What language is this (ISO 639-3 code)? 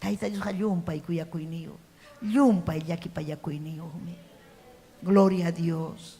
quy